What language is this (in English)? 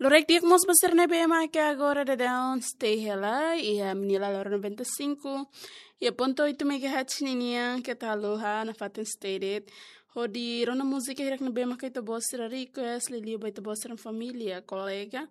Tetum